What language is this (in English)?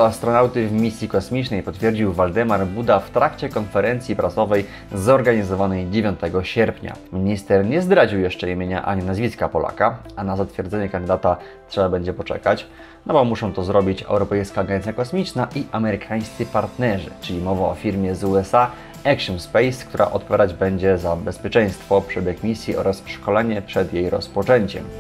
Polish